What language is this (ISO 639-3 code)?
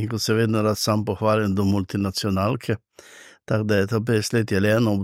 slv